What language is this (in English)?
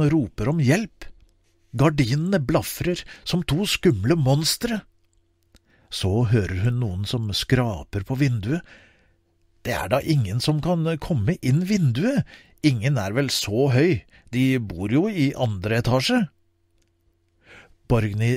Norwegian